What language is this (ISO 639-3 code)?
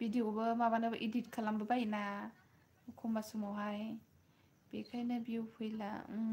brx